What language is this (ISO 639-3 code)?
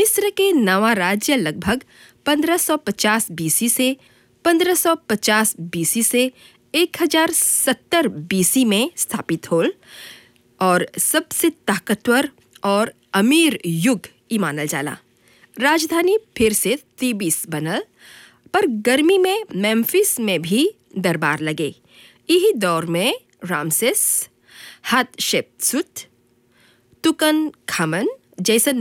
bho